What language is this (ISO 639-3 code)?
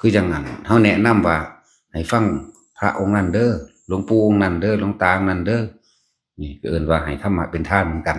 tts